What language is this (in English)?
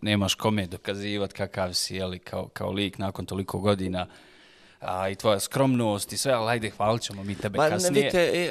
Bosnian